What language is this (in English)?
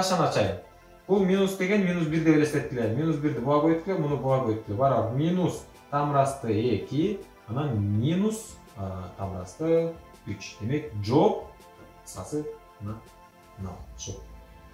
Kyrgyz